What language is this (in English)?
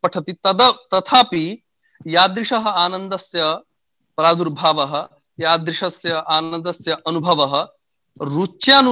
Sanskrit